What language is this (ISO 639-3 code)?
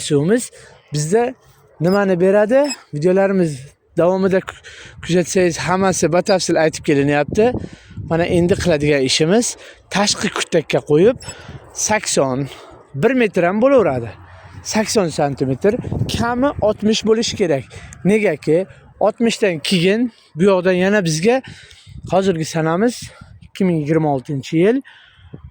uzb